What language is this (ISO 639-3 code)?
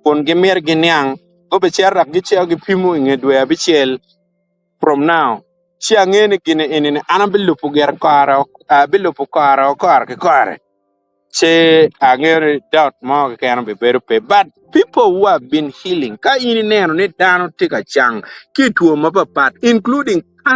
ach